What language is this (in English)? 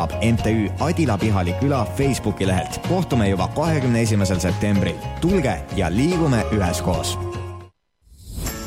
Estonian